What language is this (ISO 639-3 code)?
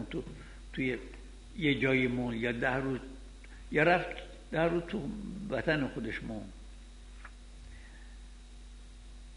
fas